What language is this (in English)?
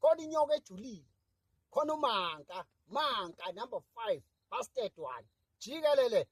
Zulu